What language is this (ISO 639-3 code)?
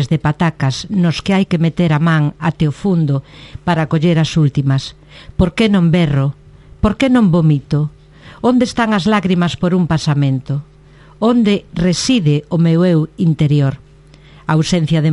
glg